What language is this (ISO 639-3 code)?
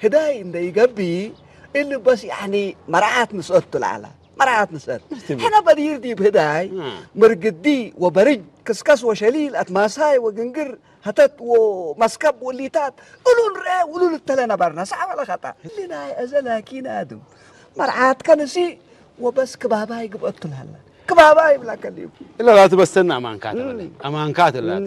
tir